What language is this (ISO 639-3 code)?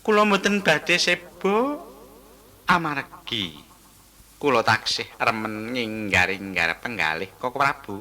jav